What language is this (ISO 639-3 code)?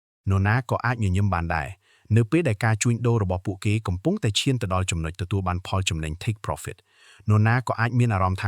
khm